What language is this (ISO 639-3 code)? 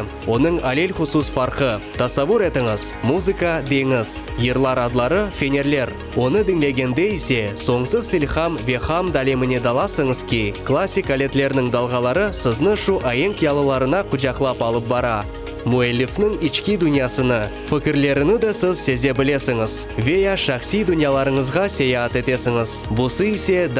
crh